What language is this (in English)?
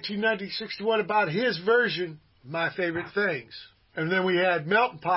English